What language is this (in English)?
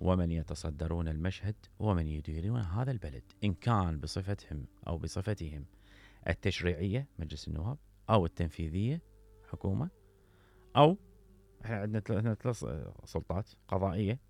Mesopotamian Arabic